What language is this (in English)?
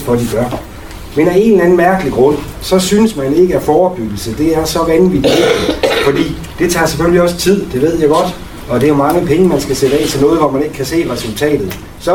Danish